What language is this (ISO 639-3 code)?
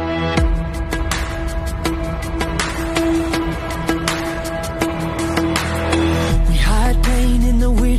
afr